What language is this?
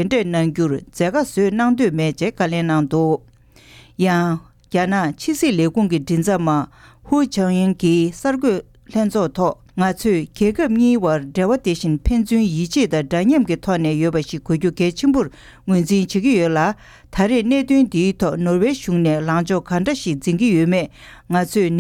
Tibetan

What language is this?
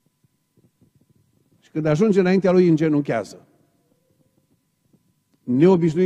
Romanian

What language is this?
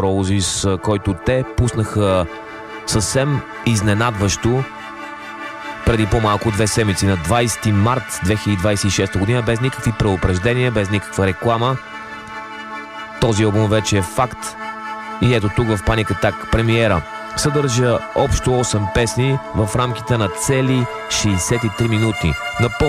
Bulgarian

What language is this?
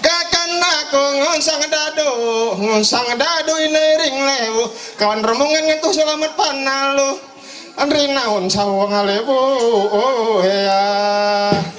Ma'anyan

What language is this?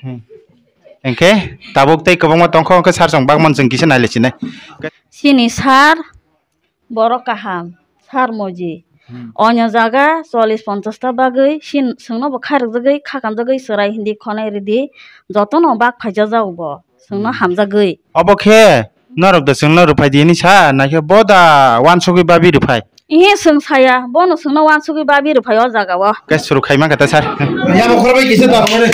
Kok Borok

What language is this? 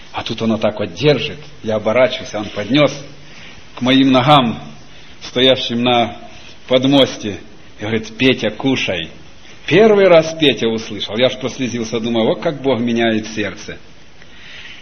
Russian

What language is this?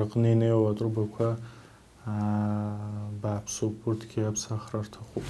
Abkhazian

